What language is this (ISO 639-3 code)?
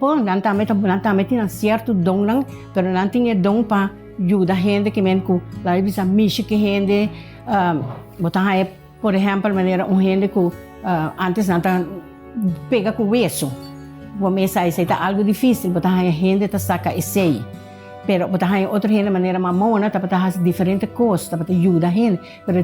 pap